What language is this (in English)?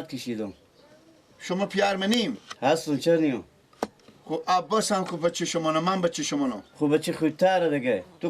Persian